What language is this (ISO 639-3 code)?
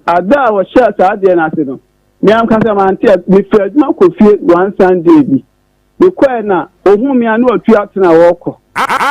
aka